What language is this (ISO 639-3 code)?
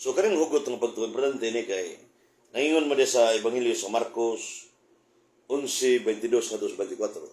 ceb